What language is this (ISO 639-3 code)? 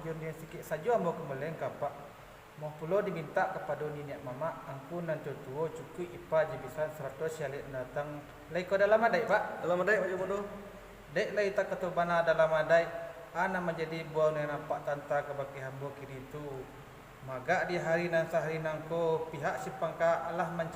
min